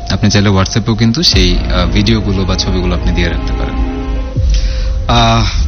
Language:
Bangla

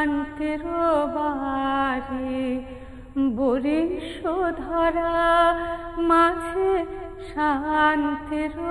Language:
Bangla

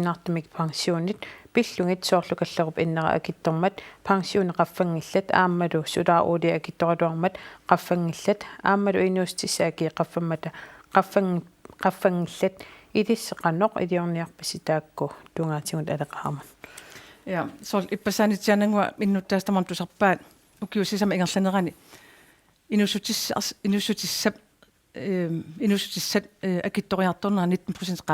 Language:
Kalaallisut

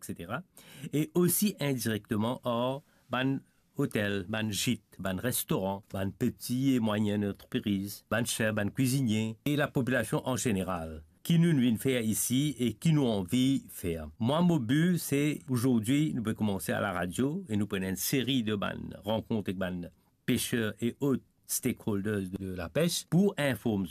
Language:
Morisyen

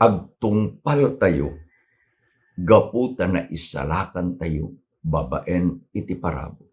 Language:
Iloko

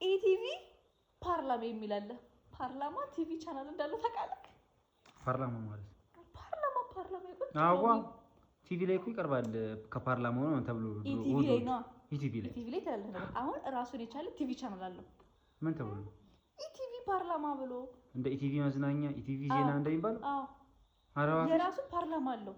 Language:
Amharic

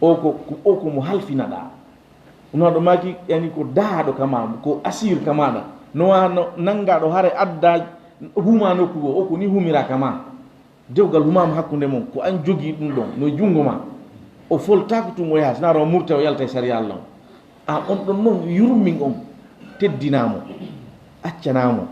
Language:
Fula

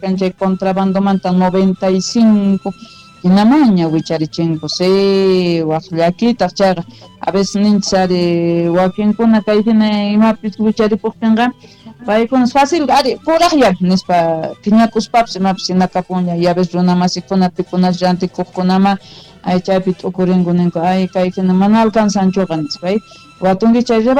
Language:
Quechua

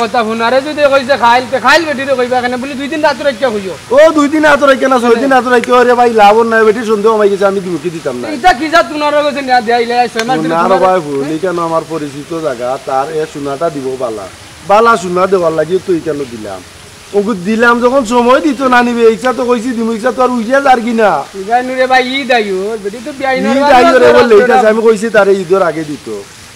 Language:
Sylheti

